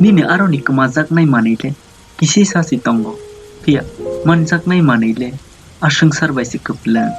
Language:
Kok Borok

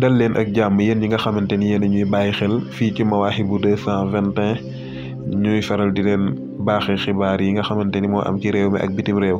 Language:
Wolof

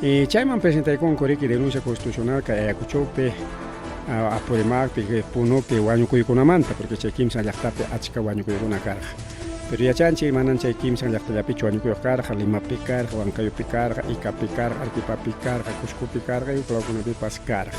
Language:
Ayacucho Quechua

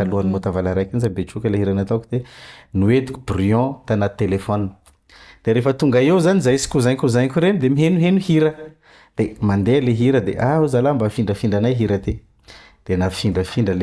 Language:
Malagasy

